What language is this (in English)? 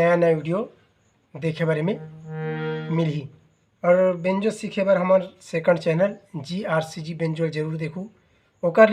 Chhattisgarhi